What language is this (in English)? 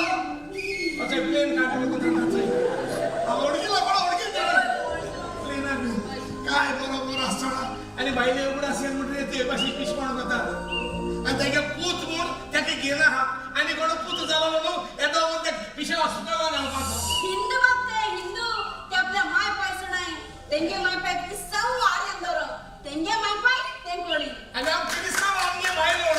Konkani